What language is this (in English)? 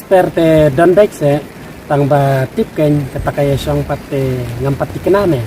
Khasi